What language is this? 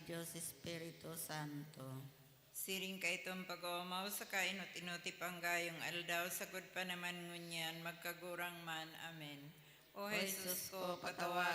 Bikol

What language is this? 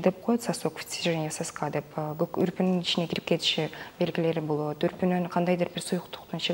Kyrgyz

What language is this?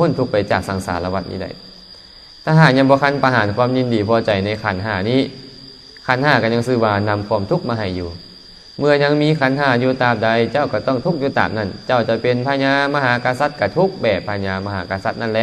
Lao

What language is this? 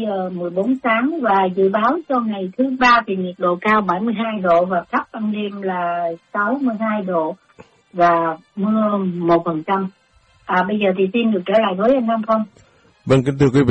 Vietnamese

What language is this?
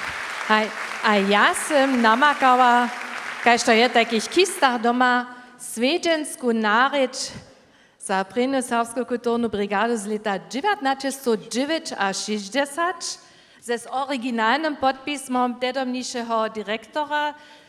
Upper Sorbian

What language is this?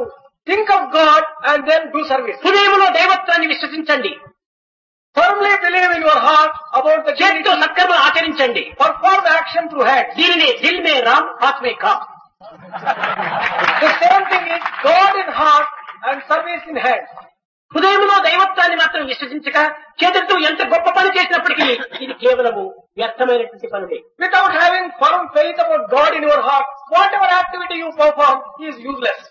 Telugu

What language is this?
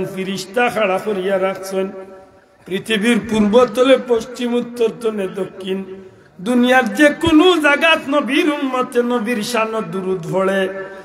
Sylheti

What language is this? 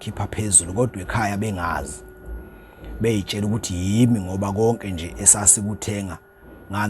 Zulu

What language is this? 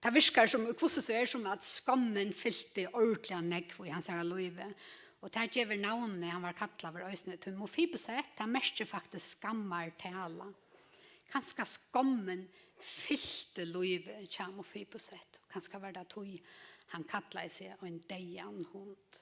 Faroese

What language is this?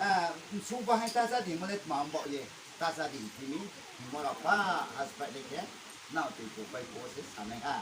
Riang (India)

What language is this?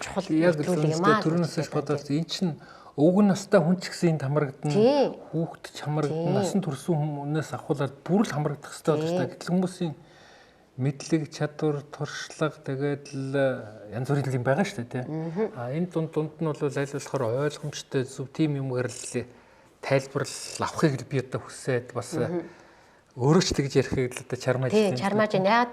Mongolian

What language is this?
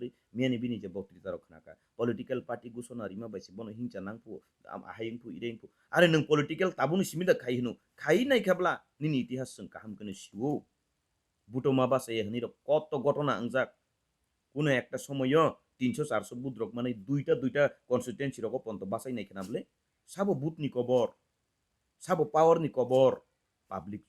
Kok Borok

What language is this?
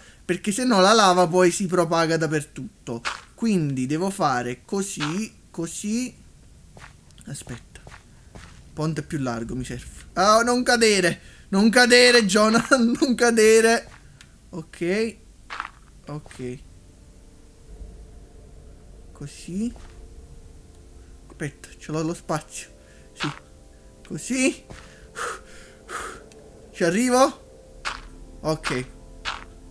Italian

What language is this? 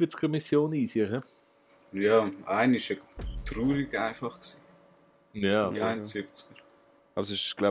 Swiss German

